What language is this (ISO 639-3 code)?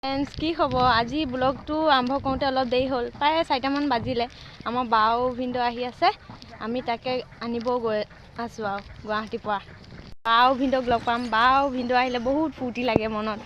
asm